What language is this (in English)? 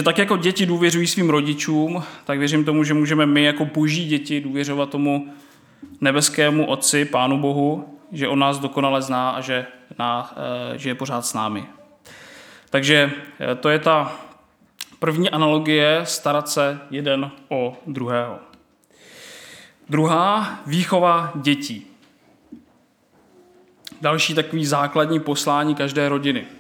Czech